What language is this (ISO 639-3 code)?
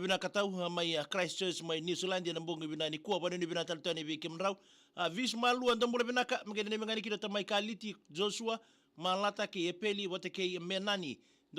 fij